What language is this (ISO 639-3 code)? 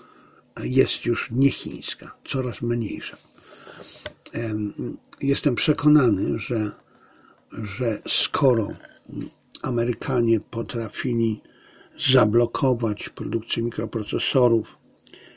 pol